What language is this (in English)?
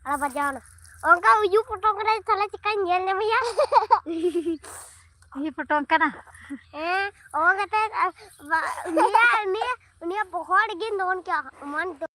Santali